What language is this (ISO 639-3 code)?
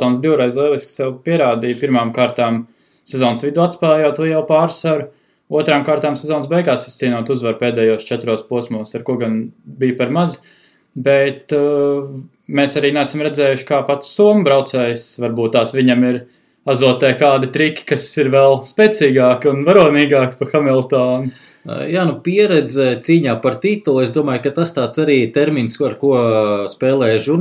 lav